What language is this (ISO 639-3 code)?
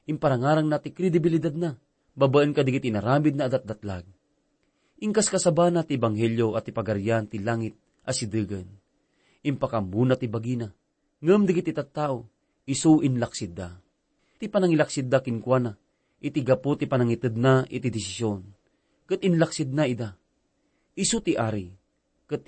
ilo